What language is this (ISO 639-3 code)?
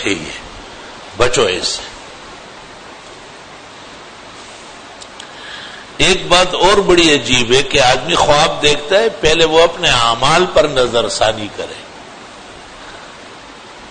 urd